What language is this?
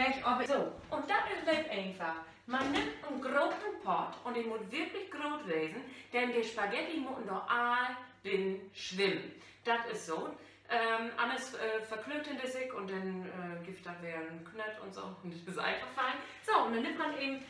Low German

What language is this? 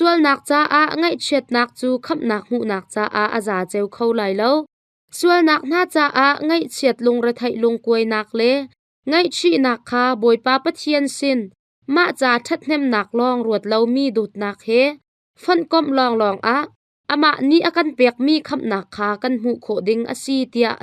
Hakha Chin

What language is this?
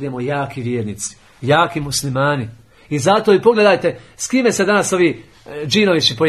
Bosnian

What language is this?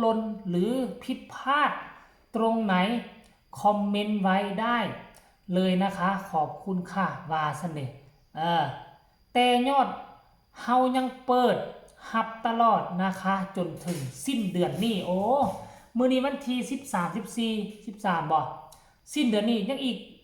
Northeastern Thai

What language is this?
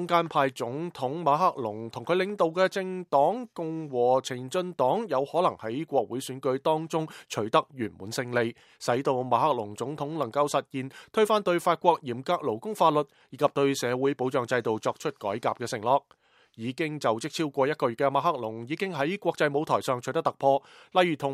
Cantonese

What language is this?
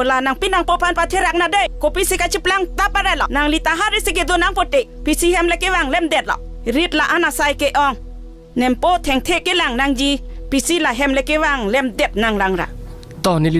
Karbi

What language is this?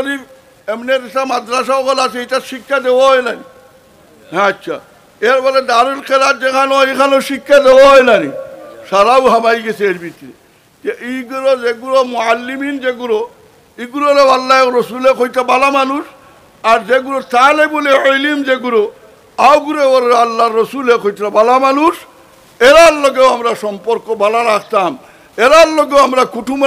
Sylheti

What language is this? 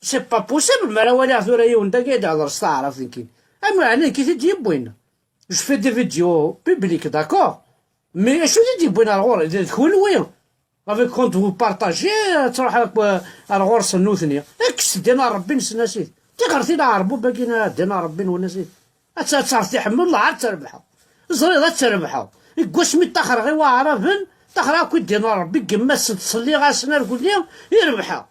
Kabyle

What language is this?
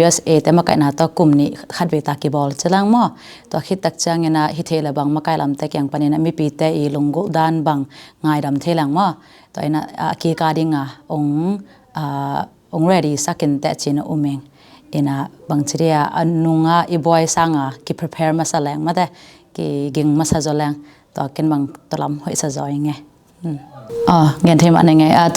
Tedim Chin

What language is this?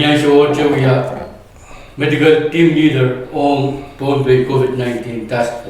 Pohnpeian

